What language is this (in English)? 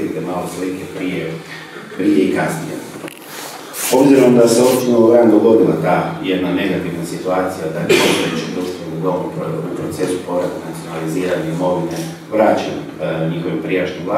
Croatian